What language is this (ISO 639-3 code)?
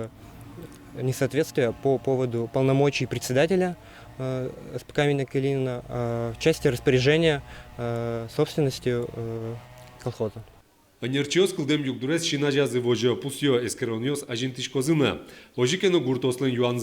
udm